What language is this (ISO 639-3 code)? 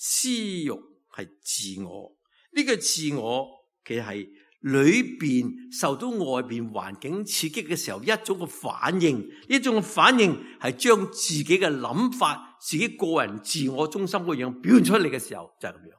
yue